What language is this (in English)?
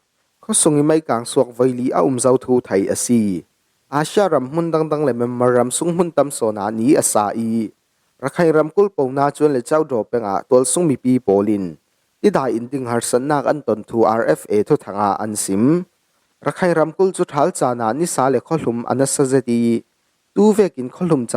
Falam Chin